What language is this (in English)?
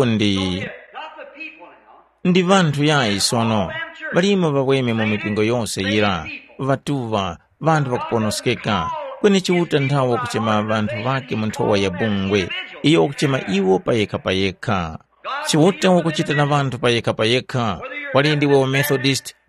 Tumbuka